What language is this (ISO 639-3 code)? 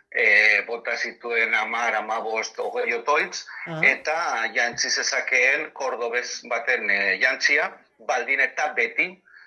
eus